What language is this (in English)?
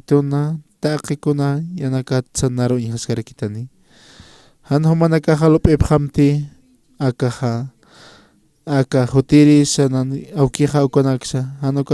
Aymara